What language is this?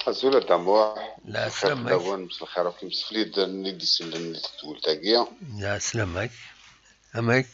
Kabyle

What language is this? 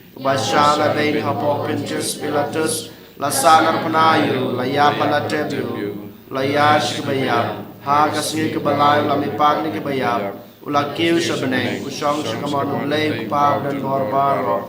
Khasi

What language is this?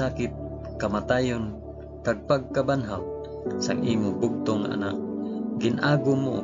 Hiligaynon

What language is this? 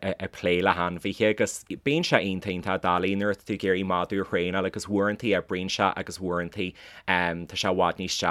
Irish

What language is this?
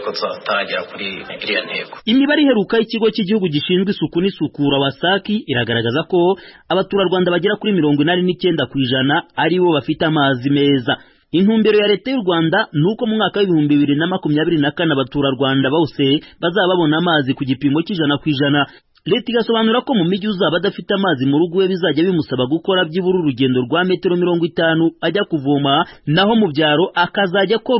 Kinyarwanda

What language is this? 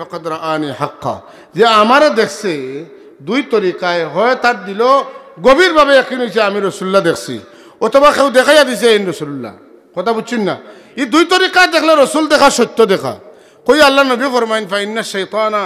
Sylheti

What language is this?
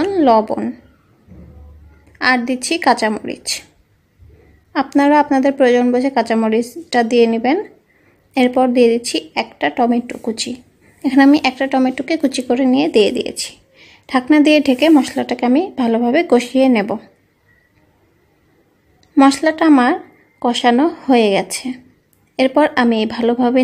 Bangla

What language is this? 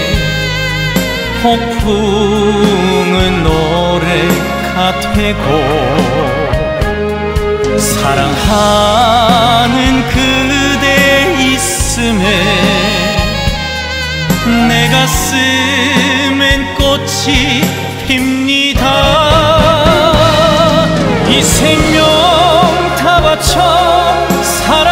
Korean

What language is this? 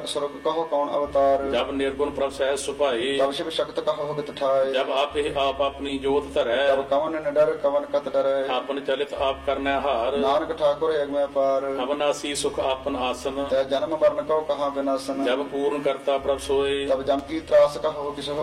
Punjabi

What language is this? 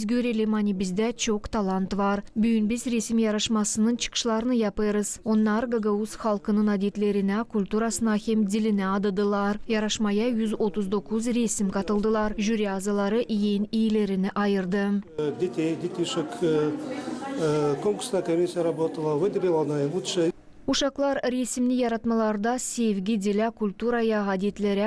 Gagauz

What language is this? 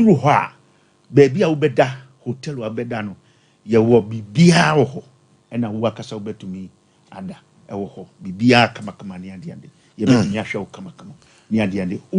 Akan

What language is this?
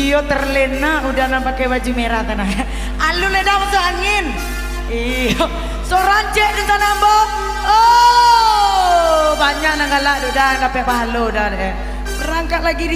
Minangkabau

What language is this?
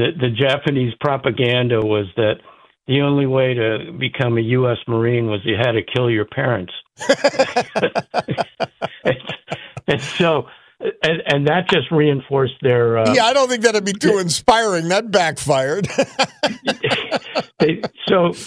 English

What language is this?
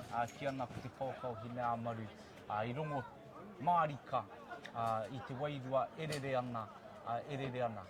Māori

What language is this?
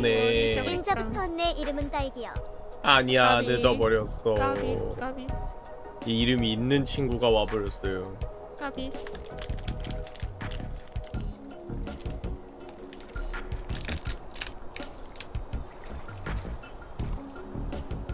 Korean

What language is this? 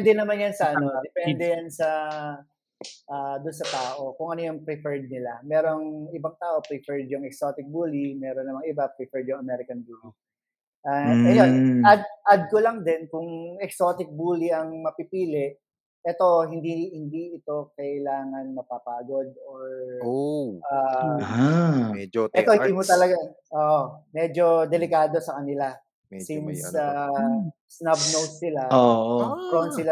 Filipino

